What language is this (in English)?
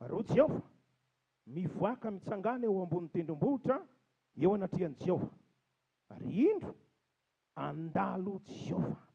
Malagasy